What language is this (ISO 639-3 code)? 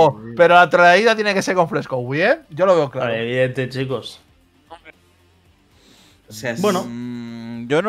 spa